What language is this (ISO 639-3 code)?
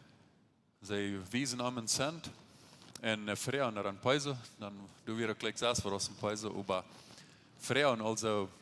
pdt